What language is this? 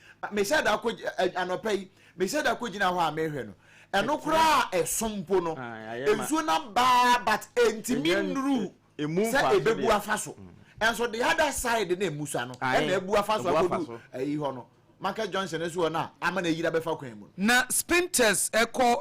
Akan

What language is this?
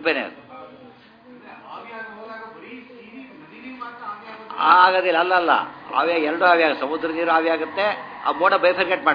Kannada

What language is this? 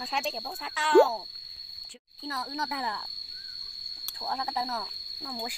Hmong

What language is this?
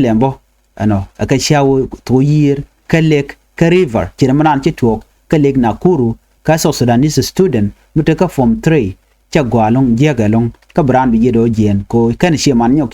Nuer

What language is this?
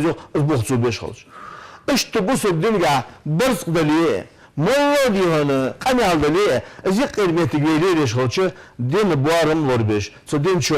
Ingush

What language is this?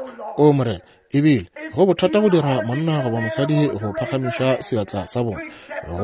Northern Sotho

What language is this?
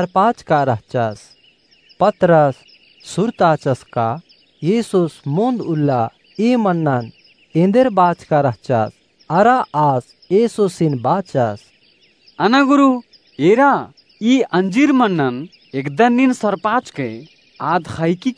Kurukh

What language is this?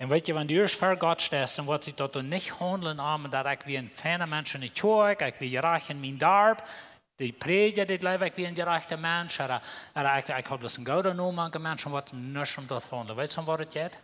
Plautdietsch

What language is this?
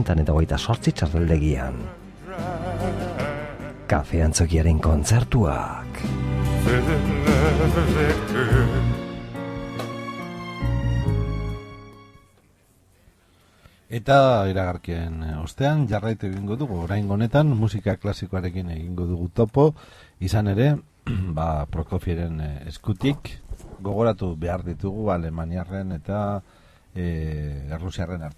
Basque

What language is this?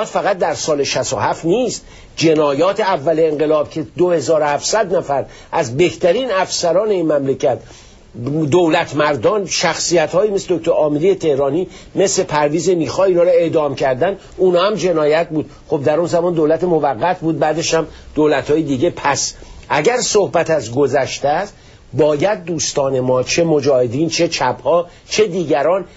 Persian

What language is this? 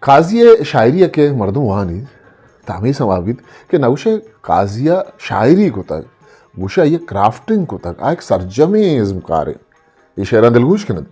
Eastern Balochi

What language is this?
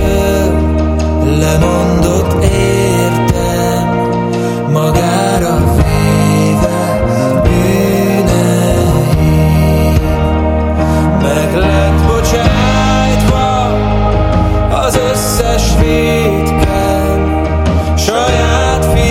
Hungarian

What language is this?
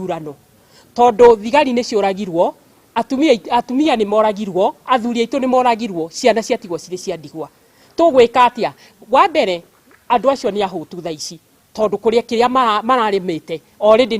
Kikuyu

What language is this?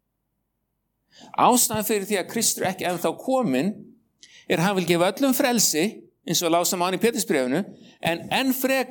Icelandic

